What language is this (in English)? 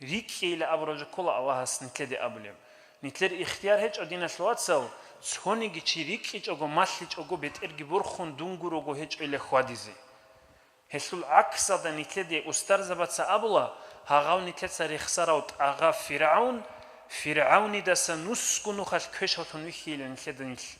Avaric